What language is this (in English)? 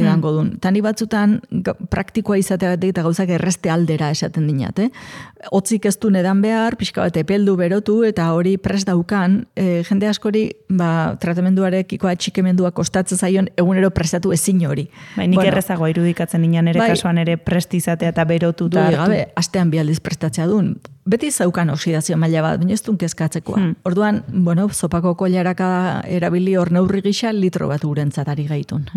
Basque